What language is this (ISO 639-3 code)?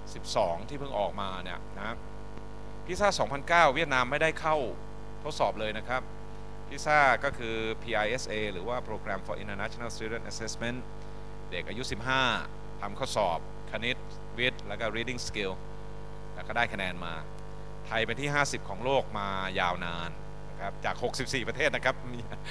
tha